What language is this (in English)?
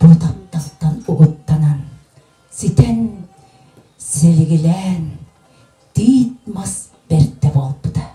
Yakut